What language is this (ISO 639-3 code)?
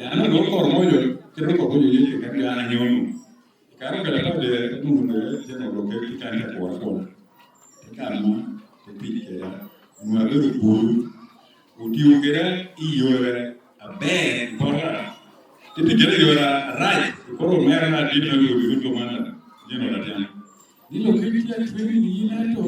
laj